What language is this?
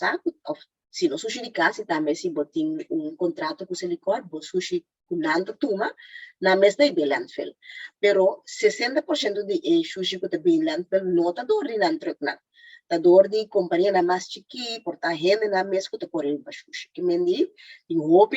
Papiamento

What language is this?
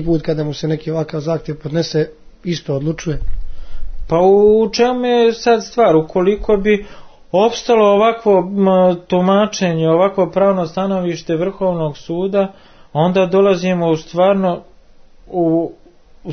Serbian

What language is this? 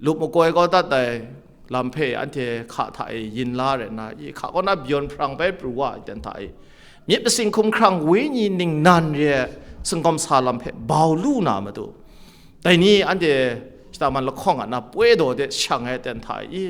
Kachin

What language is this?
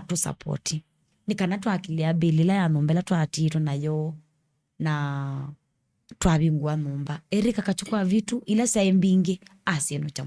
Kamba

